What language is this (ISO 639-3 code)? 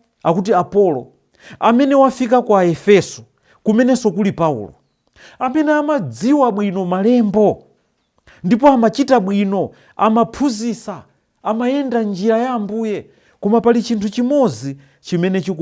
nya